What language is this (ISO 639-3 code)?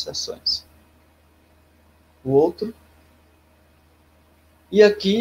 por